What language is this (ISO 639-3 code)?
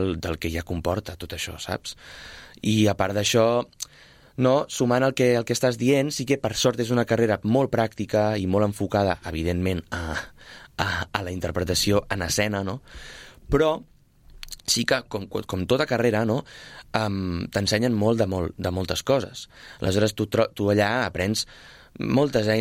cat